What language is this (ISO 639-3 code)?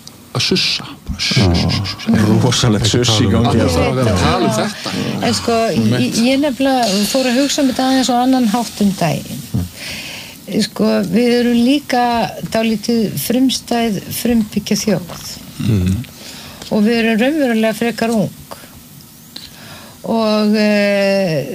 isl